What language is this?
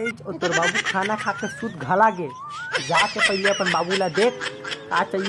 Chhattisgarhi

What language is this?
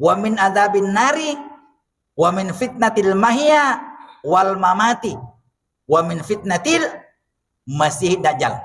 Buginese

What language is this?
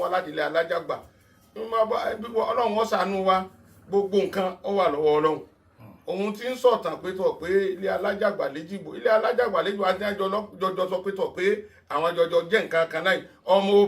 Yoruba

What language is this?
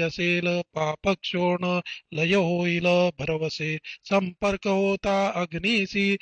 Marathi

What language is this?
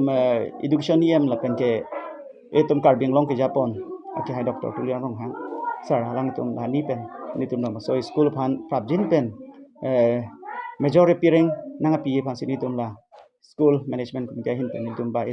Karbi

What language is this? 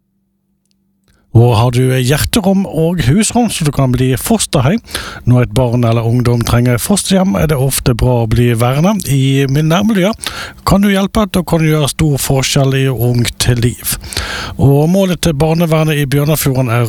Norwegian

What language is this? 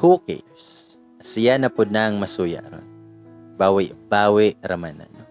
Cebuano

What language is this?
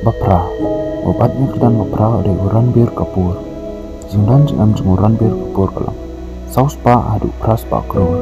Khasi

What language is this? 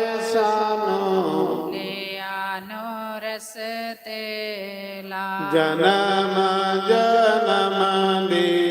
Dogri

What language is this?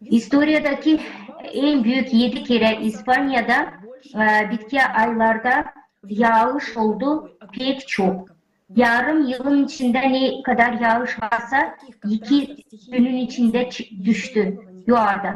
Gagauz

